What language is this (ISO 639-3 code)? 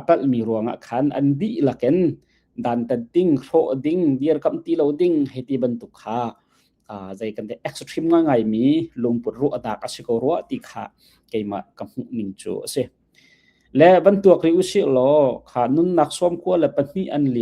cnh